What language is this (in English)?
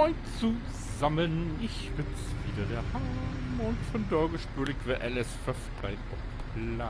Low German